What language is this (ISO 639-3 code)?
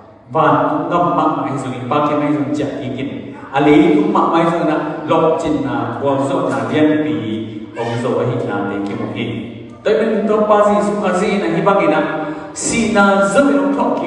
ctd